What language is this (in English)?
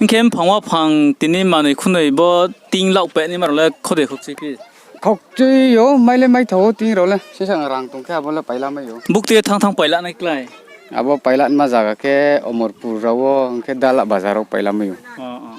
Riang (India)